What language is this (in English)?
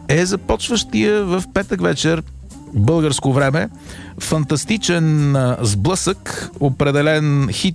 Bulgarian